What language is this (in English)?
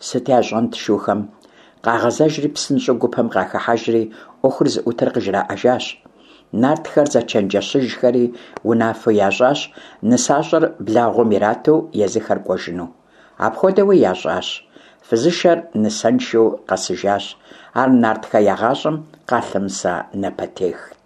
Kabardian